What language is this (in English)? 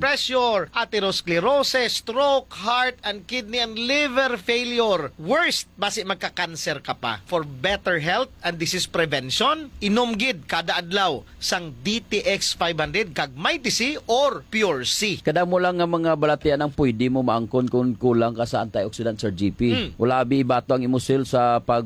Hiligaynon